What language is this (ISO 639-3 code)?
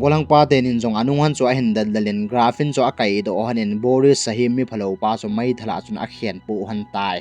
tcz